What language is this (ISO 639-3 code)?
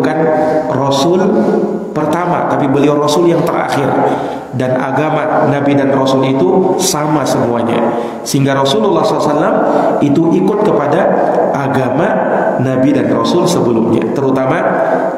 ind